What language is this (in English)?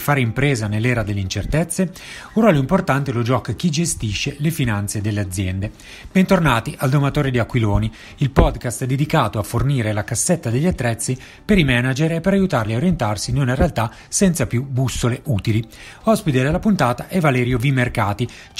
Italian